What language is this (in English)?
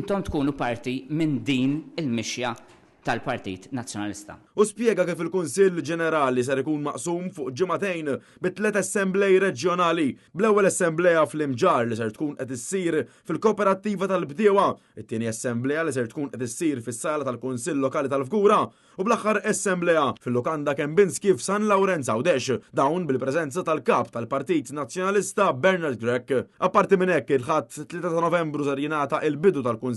Maltese